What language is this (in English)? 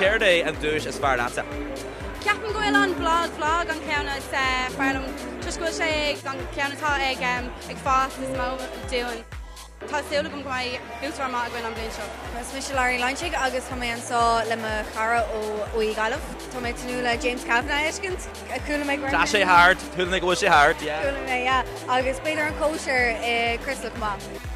Irish